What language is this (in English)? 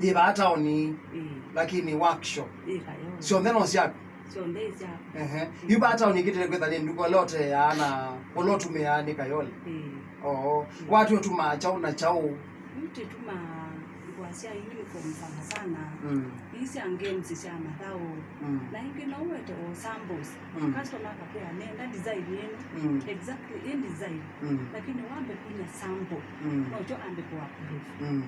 Kamba